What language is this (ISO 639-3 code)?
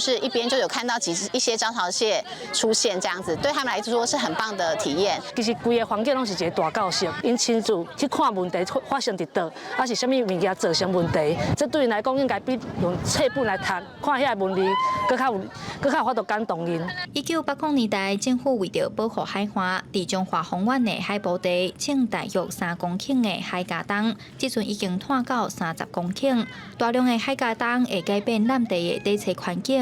nan